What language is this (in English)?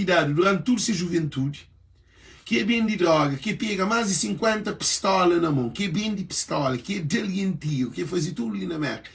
Kabuverdianu